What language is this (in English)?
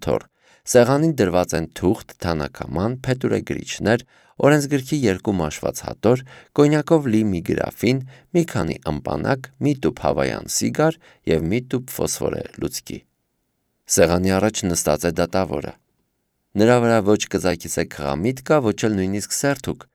Armenian